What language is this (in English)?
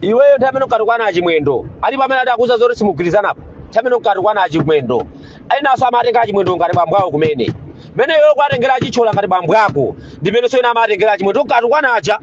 Nyanja